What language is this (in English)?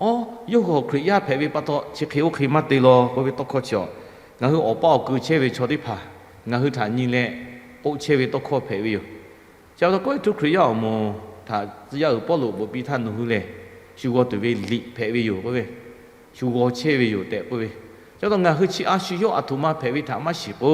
Lahu